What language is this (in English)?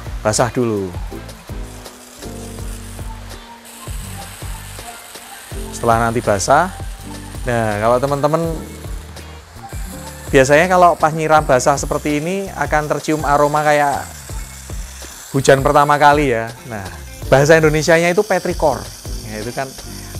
Indonesian